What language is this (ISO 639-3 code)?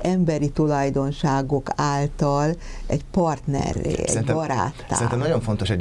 hun